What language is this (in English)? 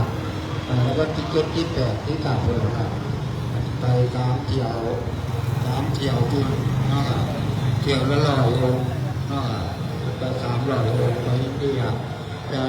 Northeastern Thai